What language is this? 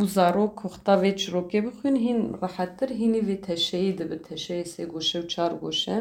Kurdish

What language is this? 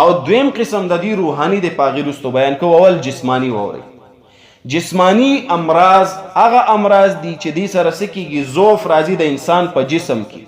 Pashto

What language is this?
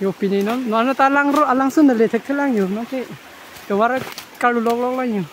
Karbi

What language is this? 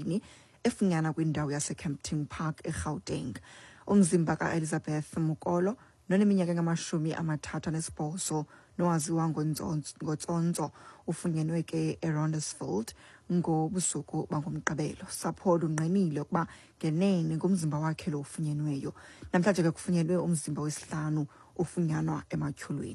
Xhosa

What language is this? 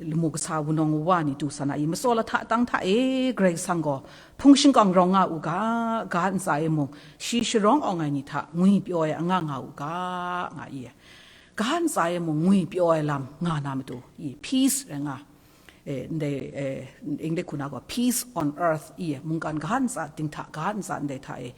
Kachin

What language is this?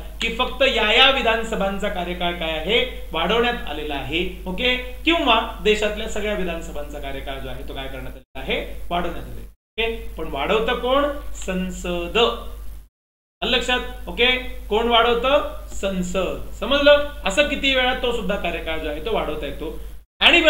Marathi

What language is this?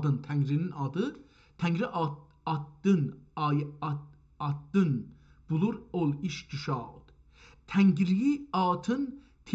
South Azerbaijani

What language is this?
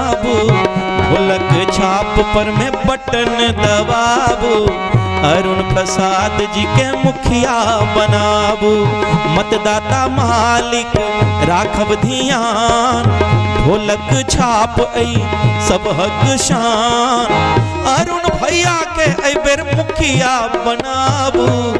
Maithili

